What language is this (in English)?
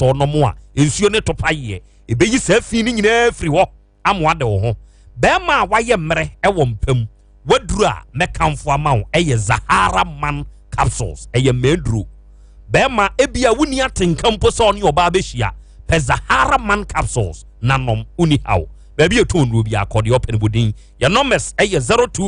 Akan